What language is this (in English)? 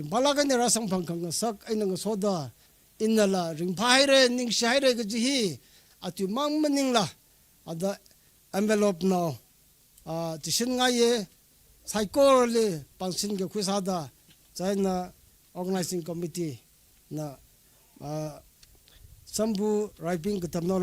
Tangkhul Naga (India)